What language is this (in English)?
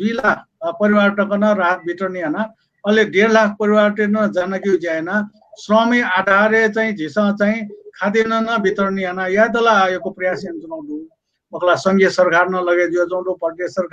Newari